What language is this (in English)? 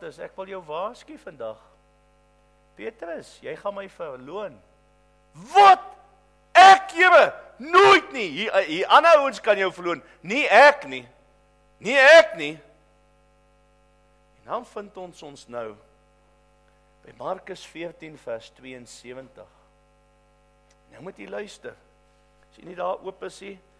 Afrikaans